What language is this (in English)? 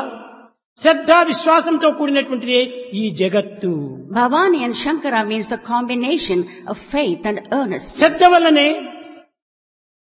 Telugu